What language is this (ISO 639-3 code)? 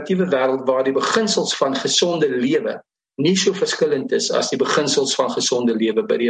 afr